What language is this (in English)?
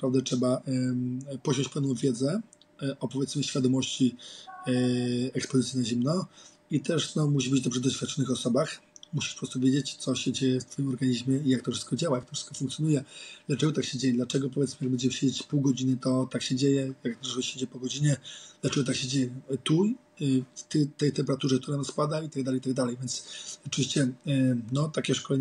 Polish